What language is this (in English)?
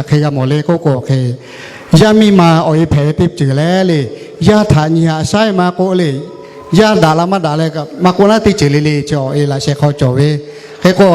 Lahu